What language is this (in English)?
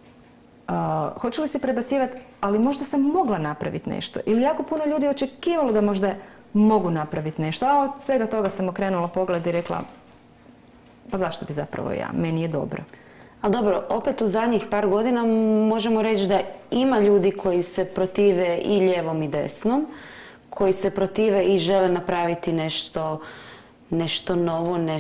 Croatian